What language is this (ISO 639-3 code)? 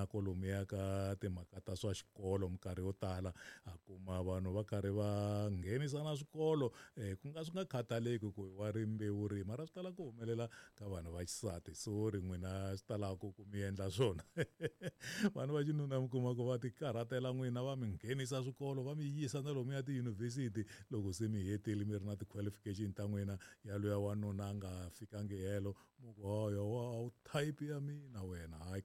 tso